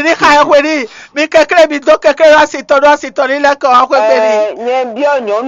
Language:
Fon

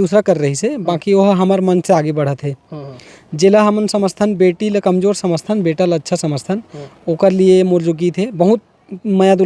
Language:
Chhattisgarhi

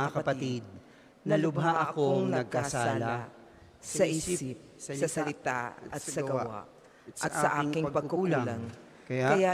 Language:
Filipino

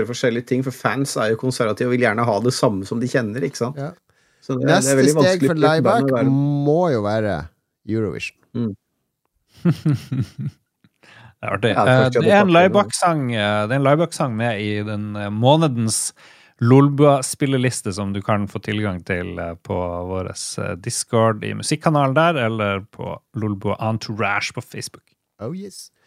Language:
Norwegian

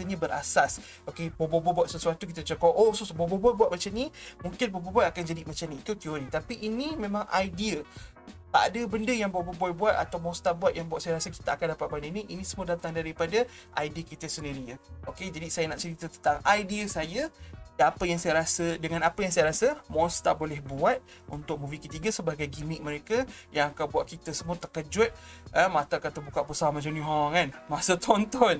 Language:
Malay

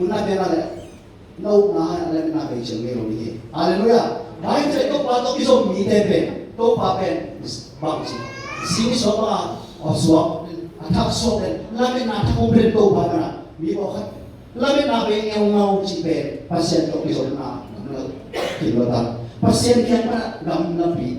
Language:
Tedim Chin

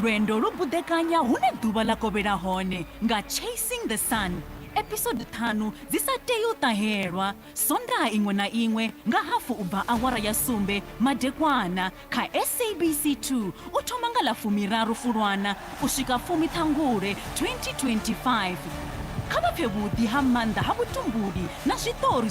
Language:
Venda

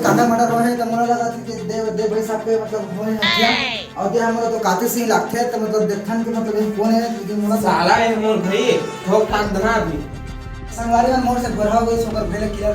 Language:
Chhattisgarhi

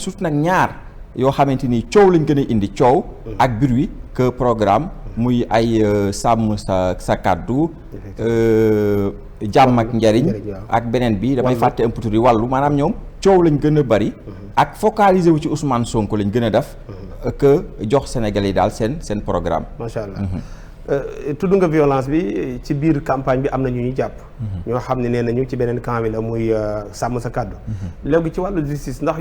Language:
Wolof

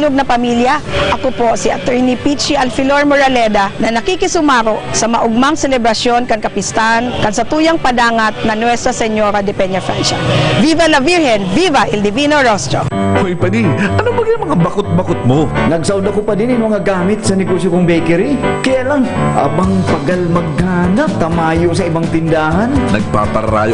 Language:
Bikol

